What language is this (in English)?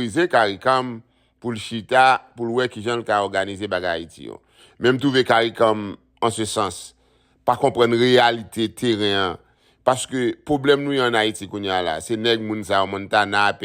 Haitian Creole